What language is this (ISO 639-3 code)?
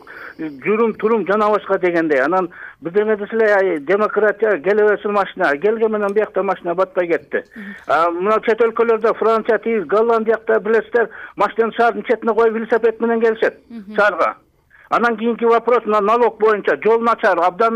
kir